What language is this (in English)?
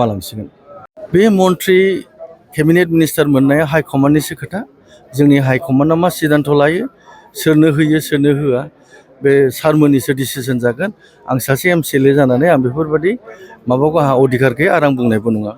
Bodo